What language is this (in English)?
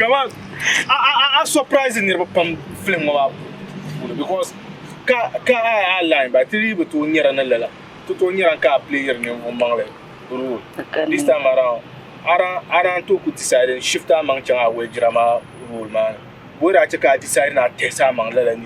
Dagbani